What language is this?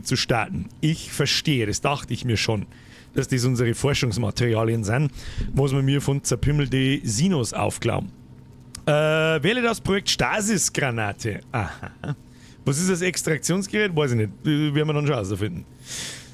Bavarian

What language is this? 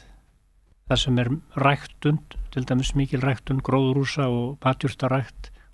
Icelandic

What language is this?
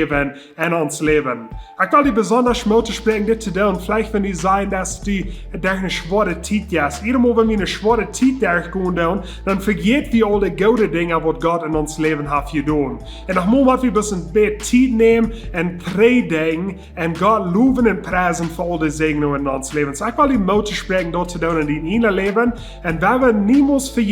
Plautdietsch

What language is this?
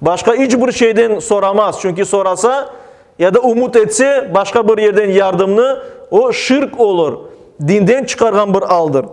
Crimean Tatar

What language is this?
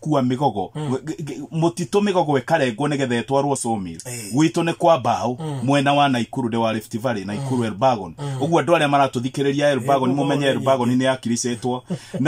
Kikuyu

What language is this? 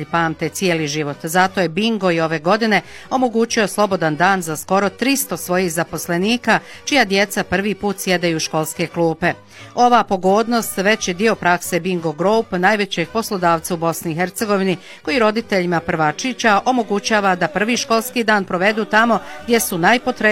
Bosnian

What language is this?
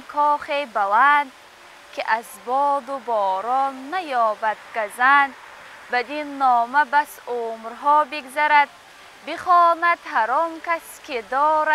Tajik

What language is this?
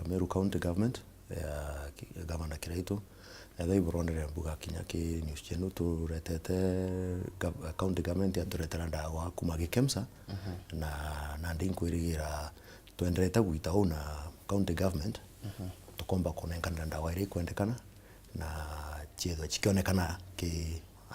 Meru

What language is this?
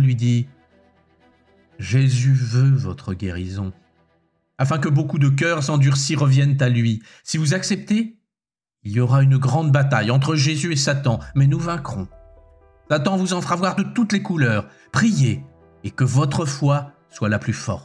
French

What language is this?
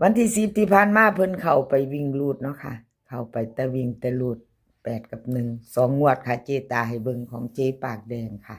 Northeastern Thai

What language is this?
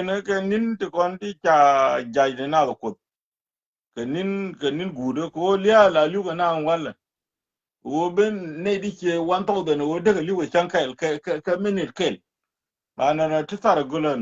Nuer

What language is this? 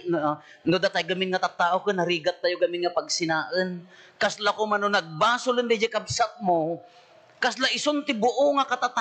Iloko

